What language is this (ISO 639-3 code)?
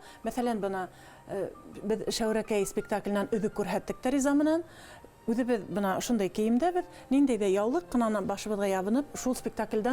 bak